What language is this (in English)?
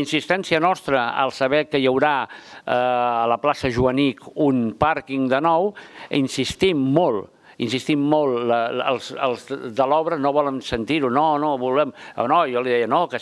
Catalan